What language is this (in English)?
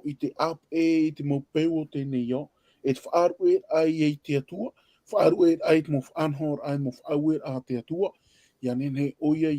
Tahitian